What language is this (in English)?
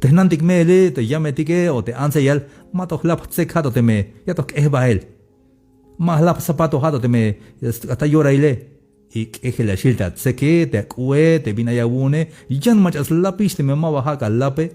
Tzeltal